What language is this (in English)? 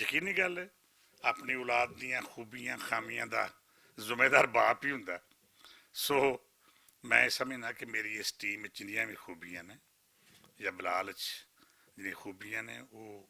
Western Panjabi